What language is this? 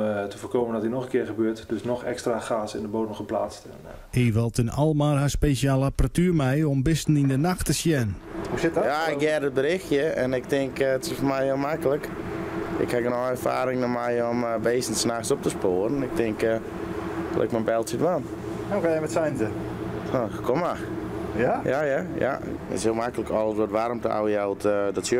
Western Frisian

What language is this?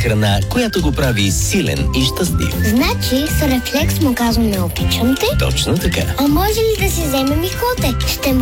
Bulgarian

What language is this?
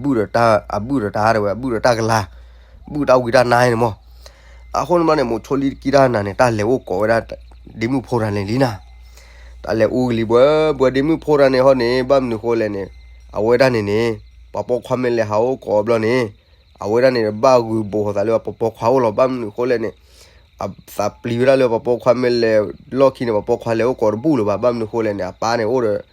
S'gaw Karen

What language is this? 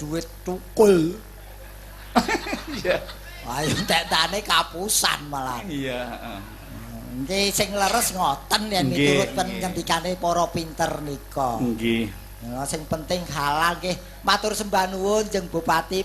Javanese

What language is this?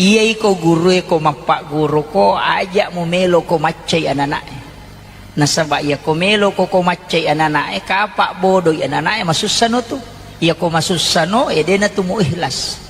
Buginese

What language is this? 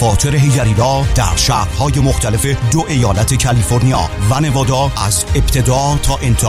Persian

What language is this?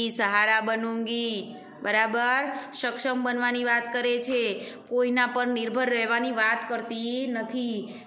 Gujarati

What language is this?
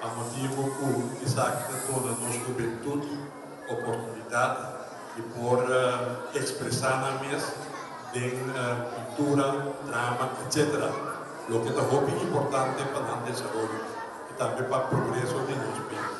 Papiamento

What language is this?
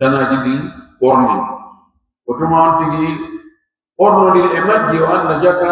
Pular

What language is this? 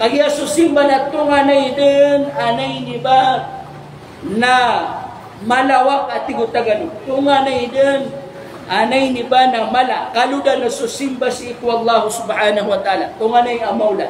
Maranao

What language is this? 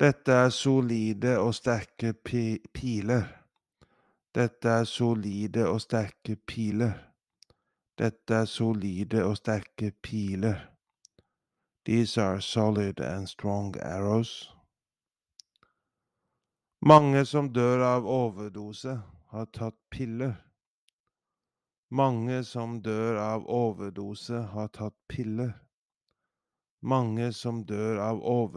Norwegian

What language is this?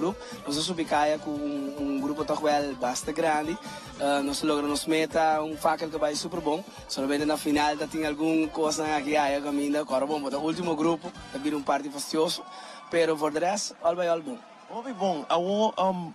Papiamento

